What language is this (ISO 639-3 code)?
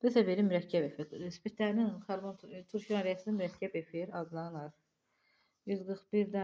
aze